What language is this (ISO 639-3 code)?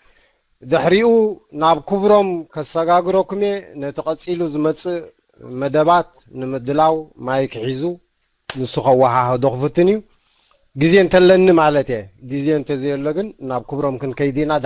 tir